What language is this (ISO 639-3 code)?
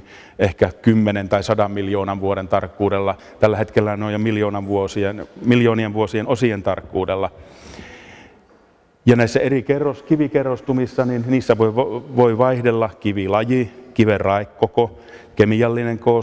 fin